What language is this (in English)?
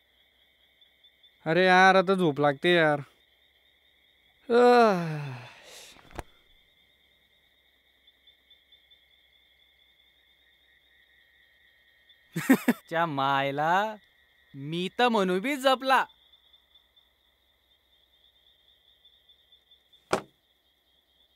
Marathi